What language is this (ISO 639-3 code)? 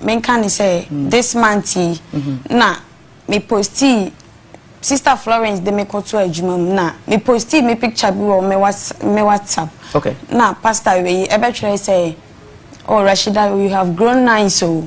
aka